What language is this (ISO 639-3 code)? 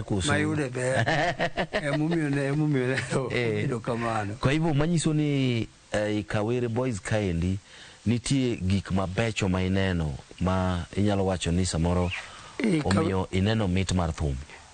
luo